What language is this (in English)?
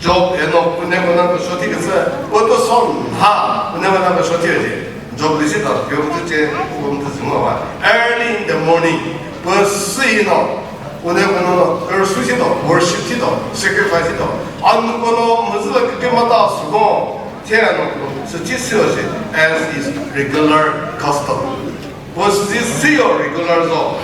Chokri Naga